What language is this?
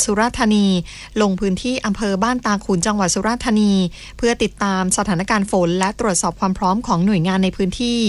Thai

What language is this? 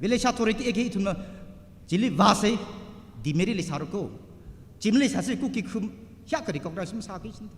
Tangkhul Naga (India)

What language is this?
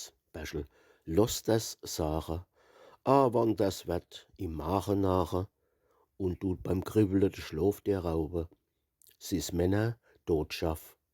Palatine German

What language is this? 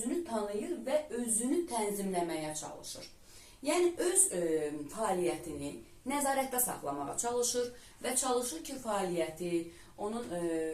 Azerbaijani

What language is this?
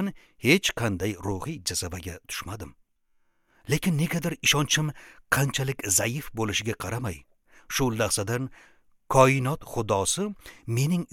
Uzbek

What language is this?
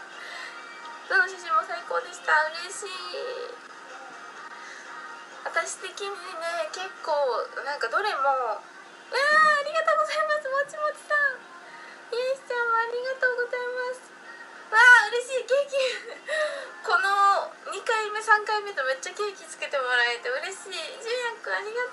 Japanese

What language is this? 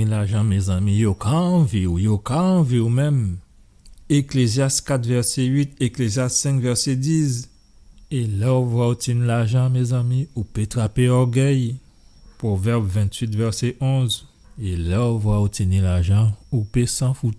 Guadeloupean Creole French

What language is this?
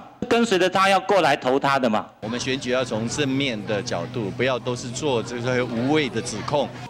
Chinese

